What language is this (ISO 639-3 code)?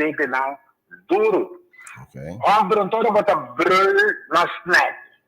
pap